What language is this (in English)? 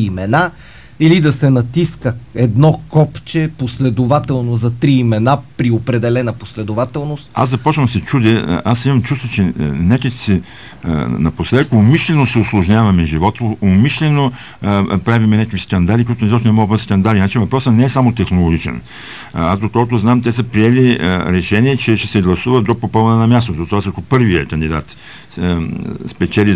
Bulgarian